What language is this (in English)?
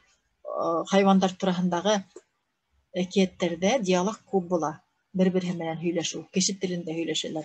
Bashkir